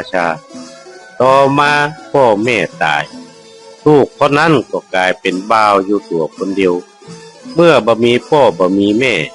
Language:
Northern Thai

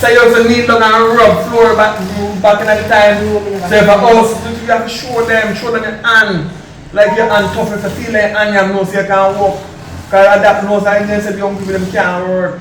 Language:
Jamaican Creole English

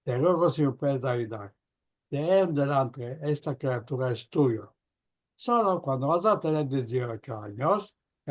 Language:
Ladino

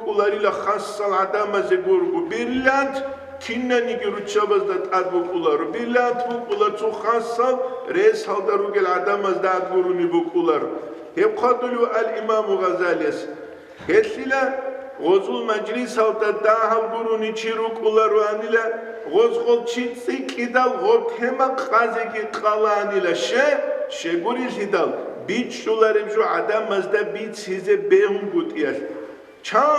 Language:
Avaric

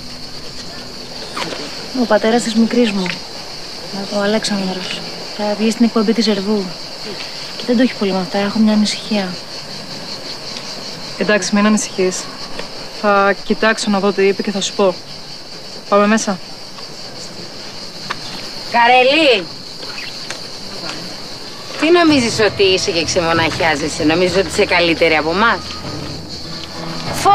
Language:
Greek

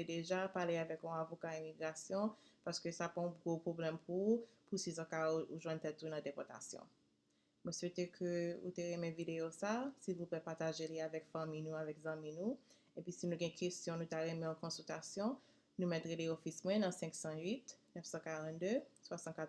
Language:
Haitian Creole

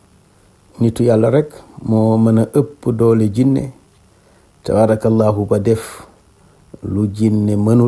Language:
Wolof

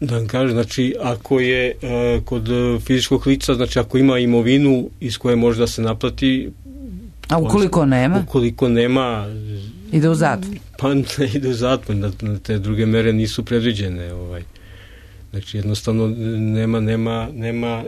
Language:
Serbian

